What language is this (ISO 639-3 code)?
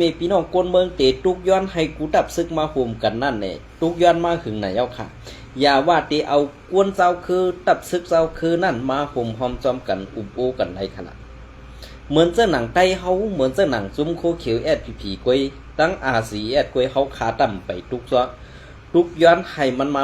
shn